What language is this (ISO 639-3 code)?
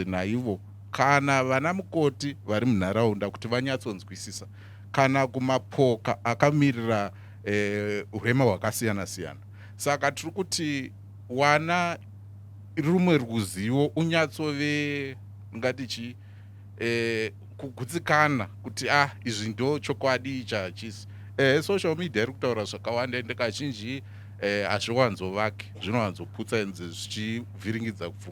sna